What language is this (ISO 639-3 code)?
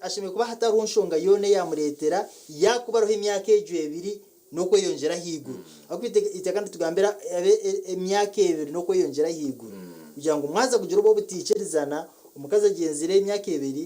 nyn